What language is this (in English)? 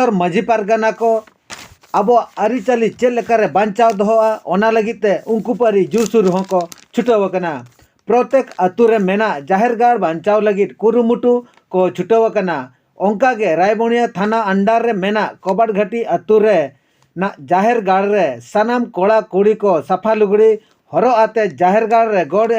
Santali